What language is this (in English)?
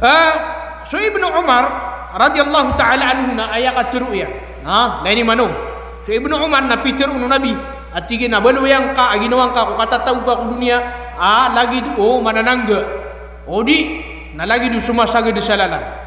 Maranao